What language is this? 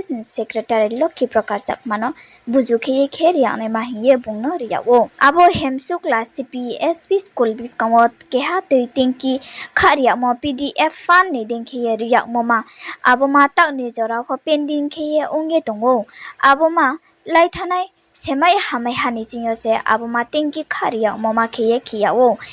Riang (India)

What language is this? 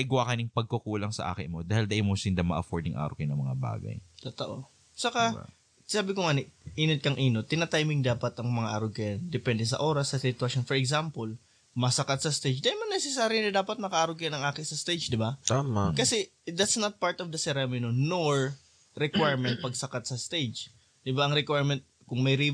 Bikol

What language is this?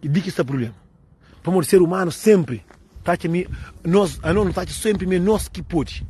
Kabuverdianu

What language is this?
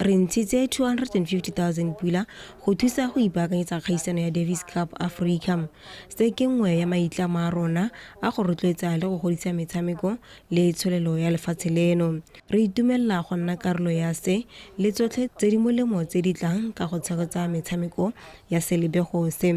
Tswana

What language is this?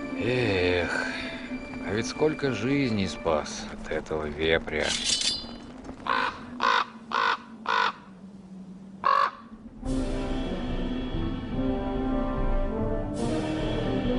Russian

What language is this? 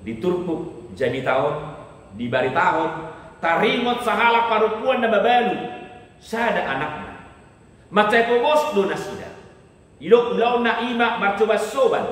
Batak Toba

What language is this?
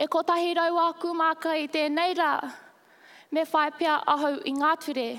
Māori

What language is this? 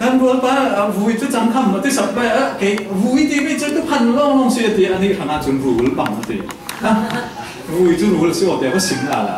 Falam Chin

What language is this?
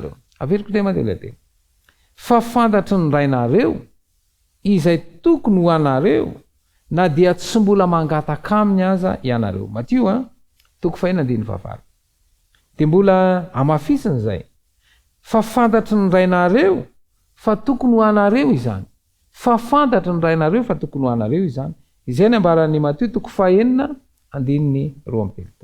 Malagasy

